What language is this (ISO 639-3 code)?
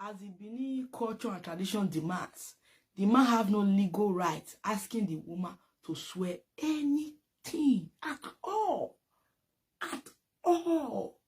pcm